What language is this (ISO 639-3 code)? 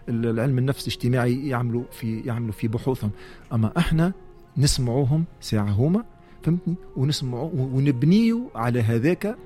aeb